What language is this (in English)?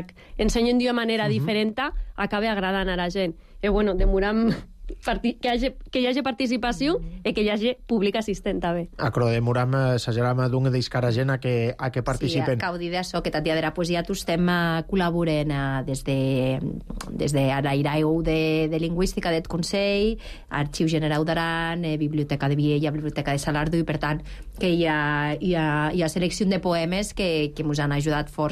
Catalan